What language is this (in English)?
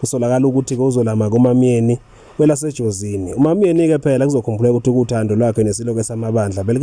Zulu